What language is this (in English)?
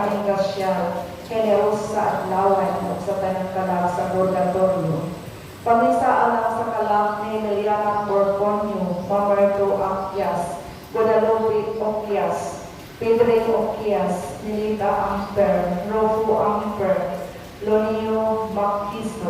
Cebuano